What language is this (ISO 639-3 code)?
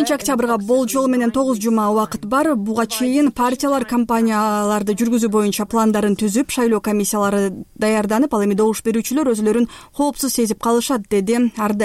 kir